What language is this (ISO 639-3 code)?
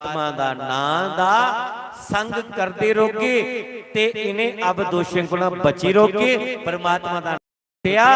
doi